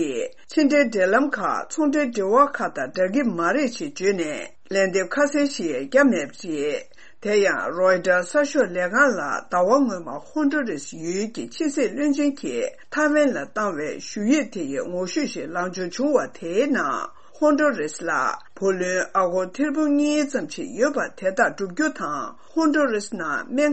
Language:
Tibetan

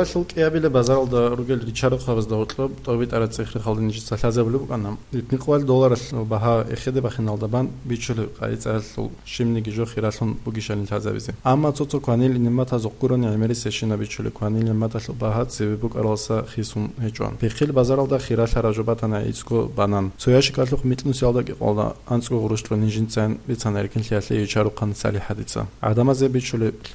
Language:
Avaric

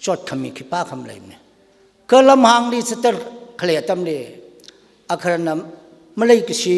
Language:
Tangkhul Naga (India)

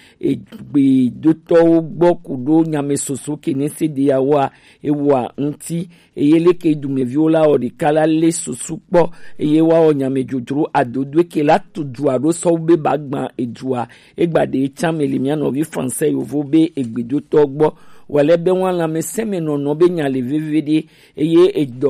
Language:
Gen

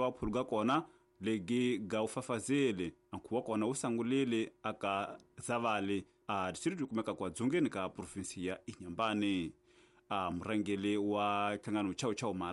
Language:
Tsonga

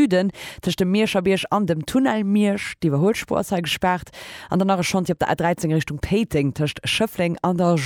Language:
Luxembourgish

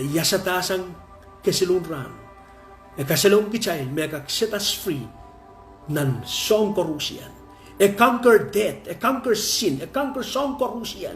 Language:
Pohnpeian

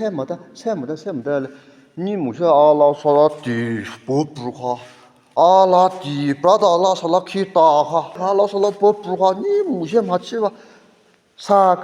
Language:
Chokri Naga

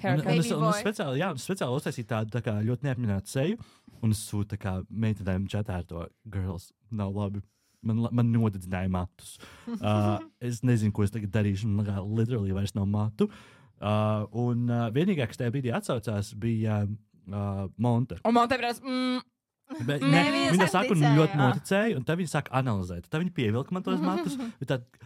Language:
Latvian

